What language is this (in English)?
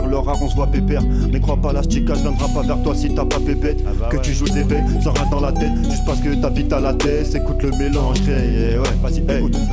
French